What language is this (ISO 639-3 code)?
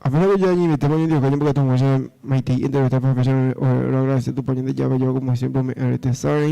grn